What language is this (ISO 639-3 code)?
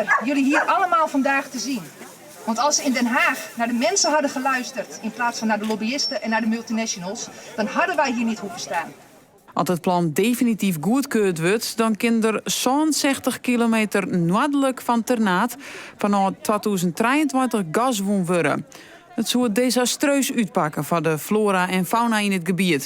fry